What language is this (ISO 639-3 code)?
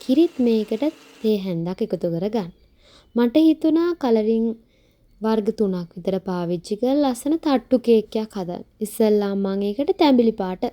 sin